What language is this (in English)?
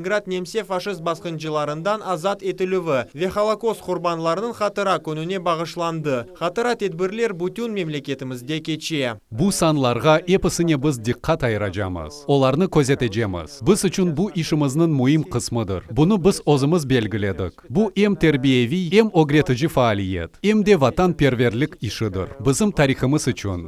Crimean Tatar